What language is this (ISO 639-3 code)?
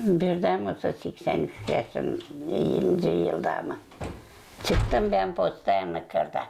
gag